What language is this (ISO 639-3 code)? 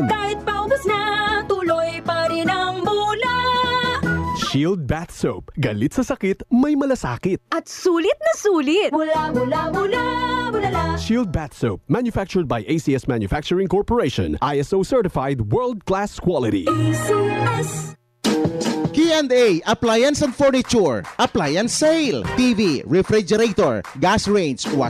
fil